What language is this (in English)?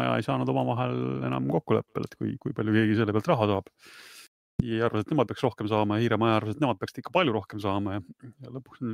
Estonian